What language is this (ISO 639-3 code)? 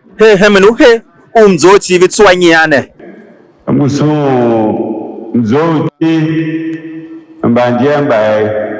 tiv